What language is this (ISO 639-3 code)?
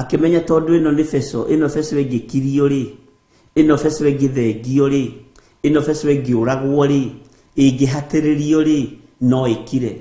kik